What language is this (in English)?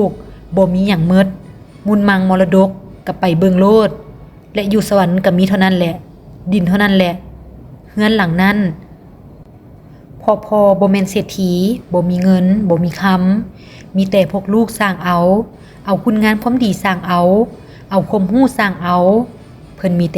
Lao